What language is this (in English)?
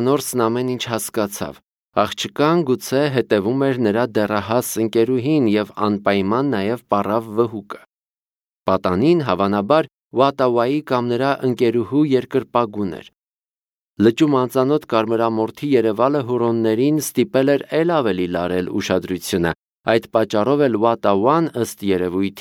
Armenian